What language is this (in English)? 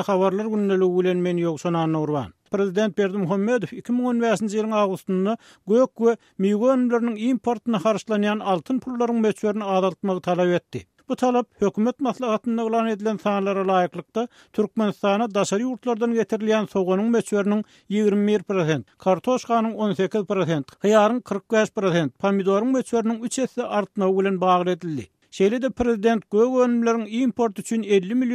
Turkmen